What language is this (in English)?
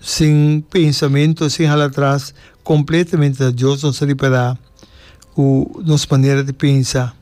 Papiamento